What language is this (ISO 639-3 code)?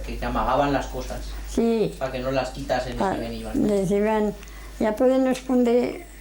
arg